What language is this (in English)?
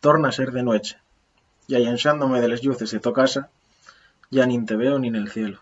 Asturian